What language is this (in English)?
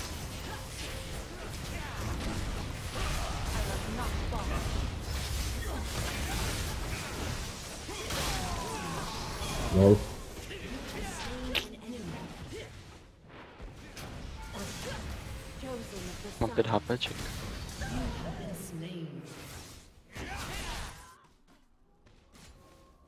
Czech